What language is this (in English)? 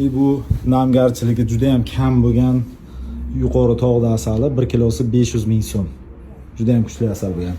Uzbek